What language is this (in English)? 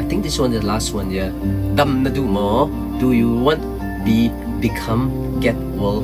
Hakha Chin